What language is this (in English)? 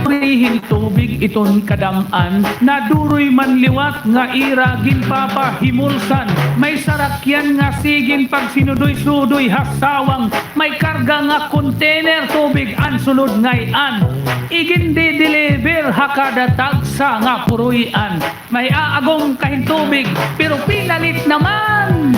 Waray